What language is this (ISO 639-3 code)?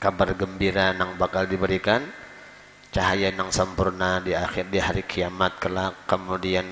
bjn